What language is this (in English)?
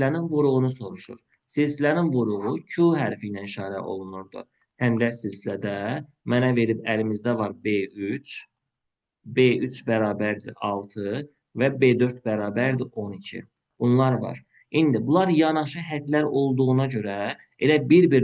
Azerbaijani